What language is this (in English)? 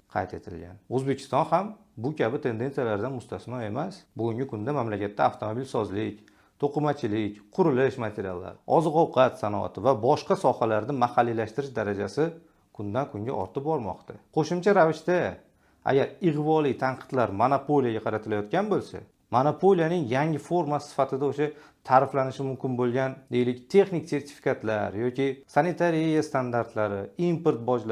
Uzbek